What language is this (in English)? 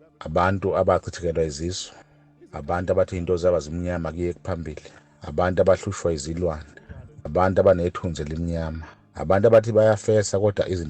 Zulu